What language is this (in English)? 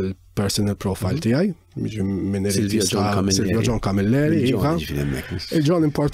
Maltese